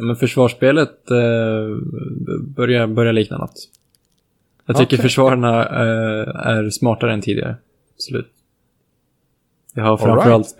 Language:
Swedish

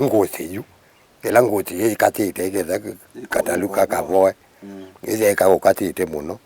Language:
Kamba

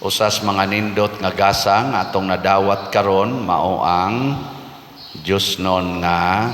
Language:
Cebuano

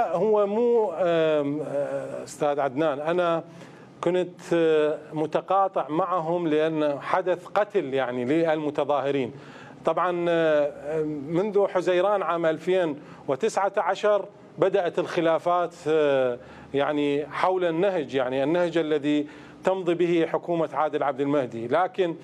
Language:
Mesopotamian Arabic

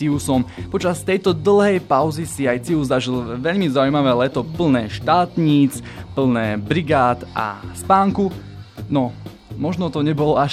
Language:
Slovak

